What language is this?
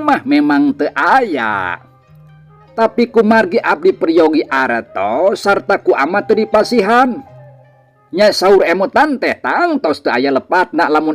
Sundanese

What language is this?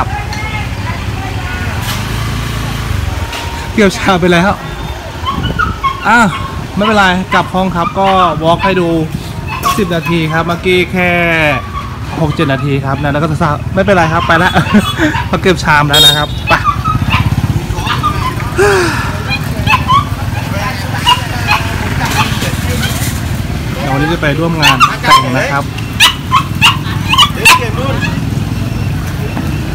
Thai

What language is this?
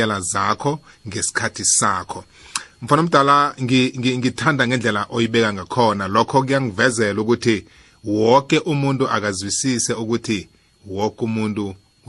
South Ndebele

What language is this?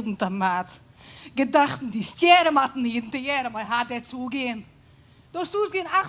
Western Frisian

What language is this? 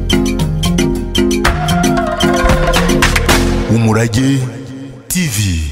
Kinyarwanda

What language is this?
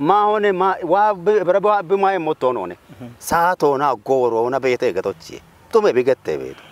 Kafa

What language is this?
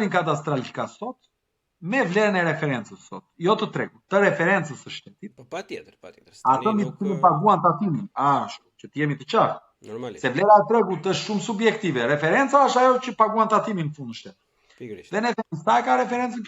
Albanian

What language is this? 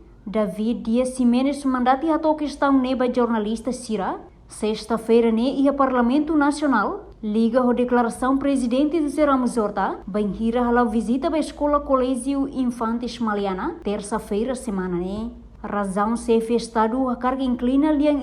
Tetum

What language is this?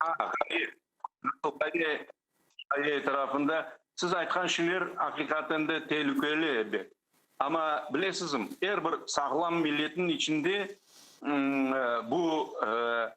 Crimean Tatar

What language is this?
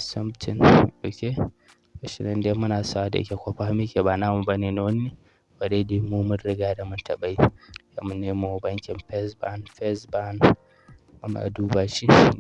Hausa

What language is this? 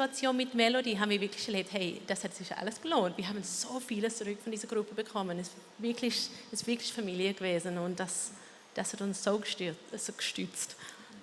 Swiss German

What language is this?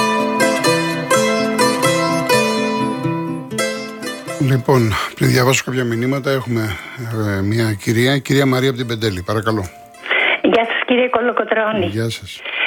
Greek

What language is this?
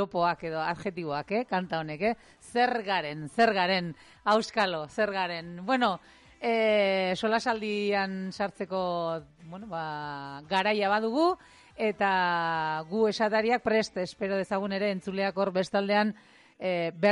Basque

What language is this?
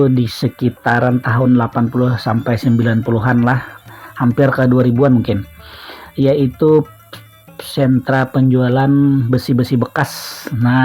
Banjar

